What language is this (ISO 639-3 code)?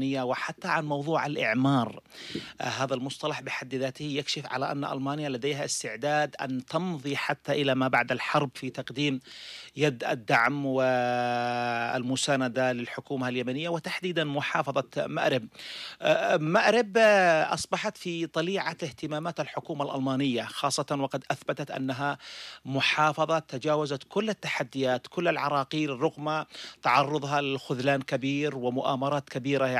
ara